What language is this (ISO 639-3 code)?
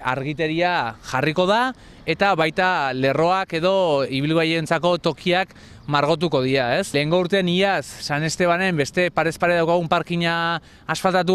eus